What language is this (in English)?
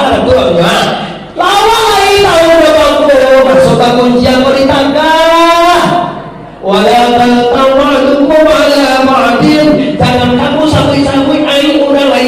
Minangkabau